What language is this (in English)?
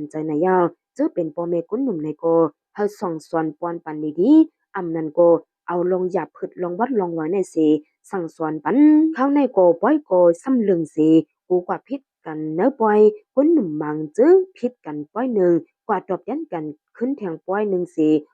Shan